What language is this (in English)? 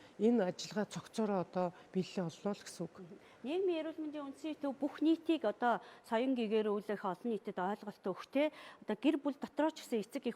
Mongolian